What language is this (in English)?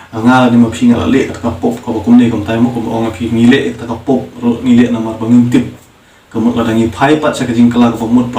Khasi